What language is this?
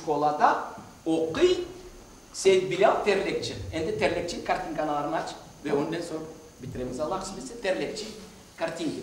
Crimean Tatar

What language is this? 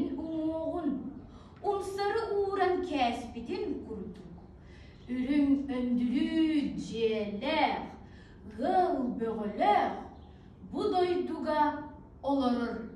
Yakut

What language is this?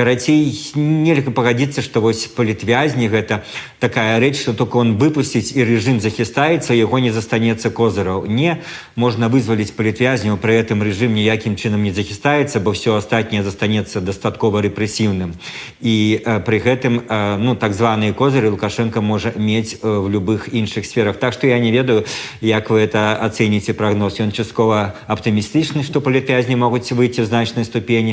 Belarusian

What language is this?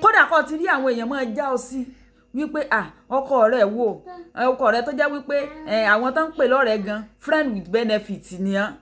Yoruba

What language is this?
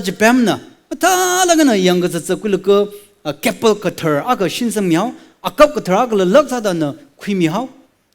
Tangkhul Naga (India)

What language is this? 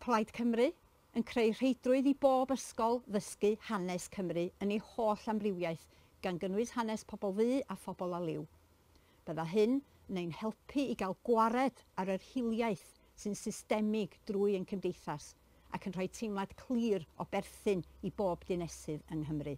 Welsh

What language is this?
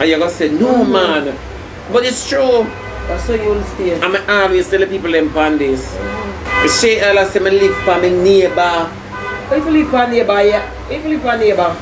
Jamaican Creole English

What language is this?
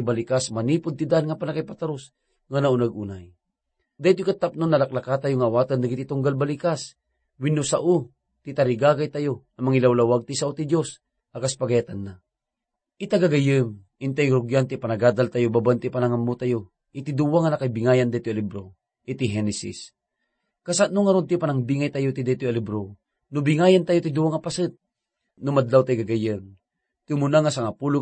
Iloko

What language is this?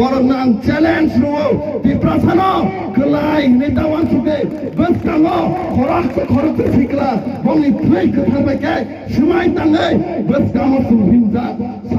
Kok Borok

